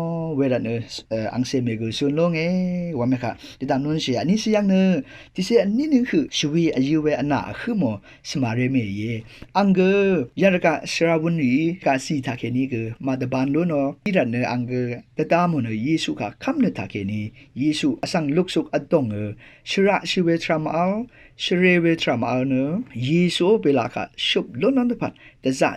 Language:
Rawang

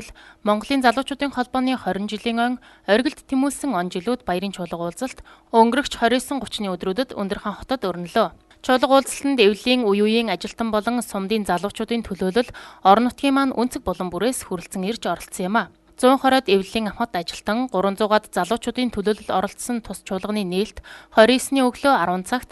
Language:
Mongolian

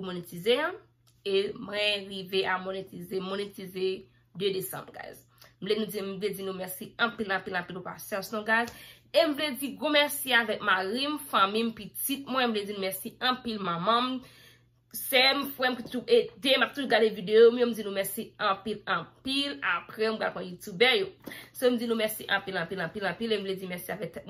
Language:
Haitian Creole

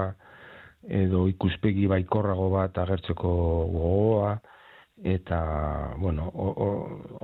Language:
Basque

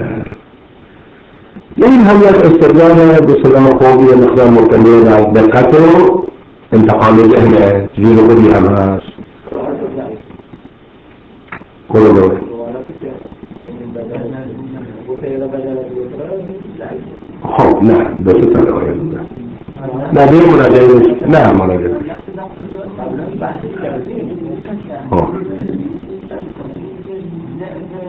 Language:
Persian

